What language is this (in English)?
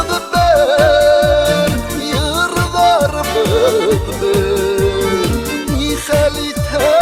Bashkir